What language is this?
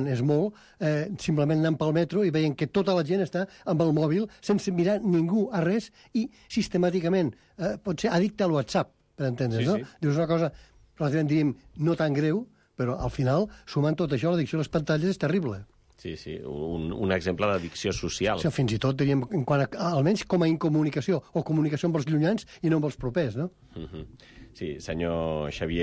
Catalan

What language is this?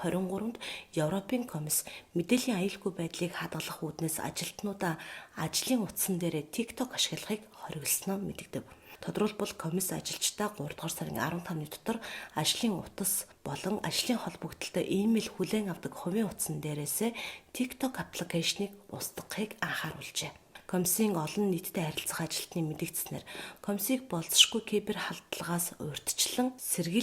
Mongolian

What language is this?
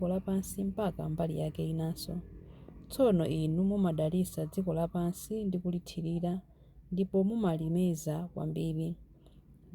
Nyanja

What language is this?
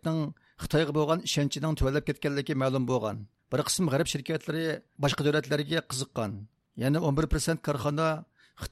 Uyghur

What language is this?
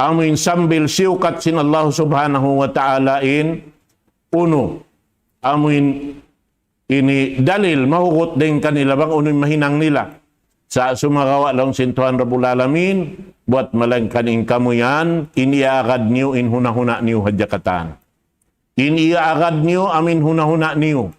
Tausug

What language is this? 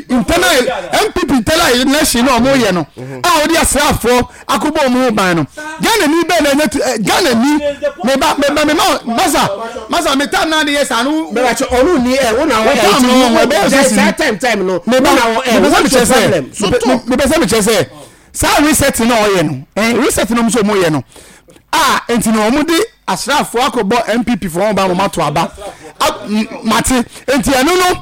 Akan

